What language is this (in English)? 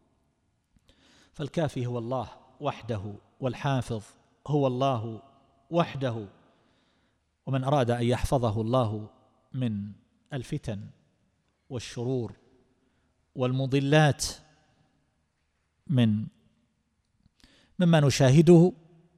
Arabic